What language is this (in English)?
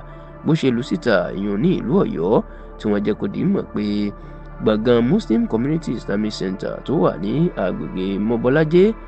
Yoruba